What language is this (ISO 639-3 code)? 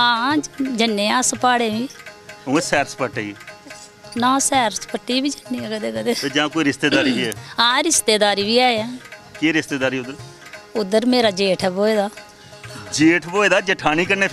doi